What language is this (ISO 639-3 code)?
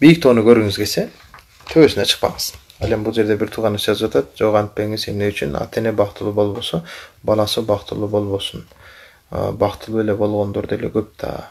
kir